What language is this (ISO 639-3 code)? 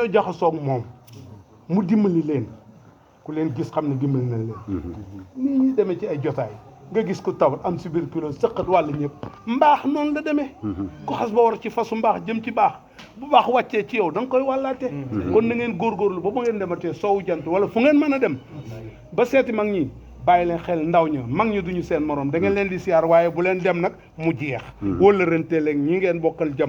wol